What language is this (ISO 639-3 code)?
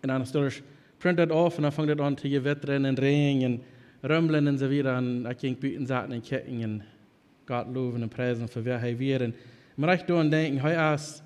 pdt